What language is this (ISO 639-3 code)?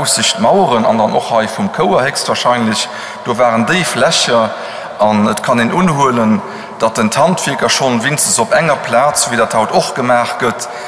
ltz